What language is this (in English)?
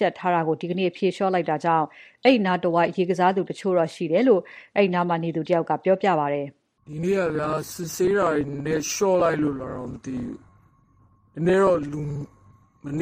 Burmese